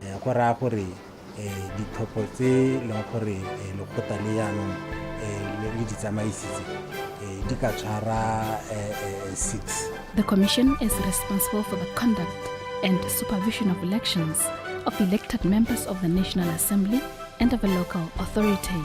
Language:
Tswana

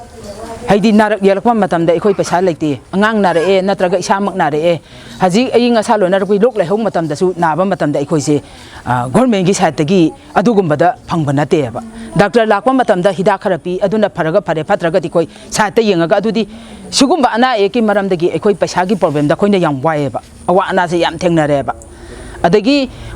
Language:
Manipuri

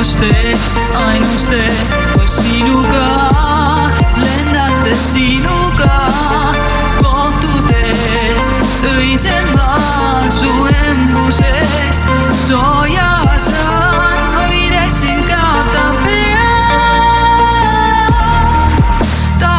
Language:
Estonian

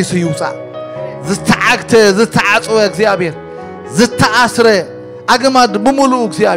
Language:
Tigrinya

